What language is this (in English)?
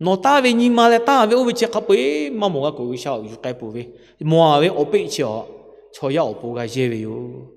Lahu